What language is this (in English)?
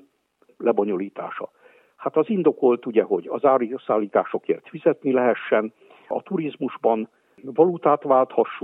Hungarian